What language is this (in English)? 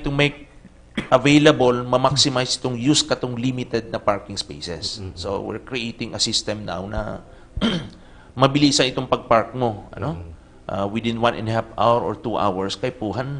Bikol